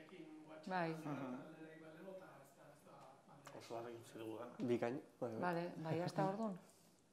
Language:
Basque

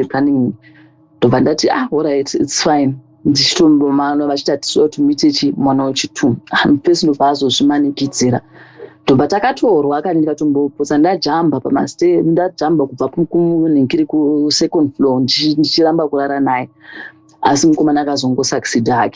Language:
Shona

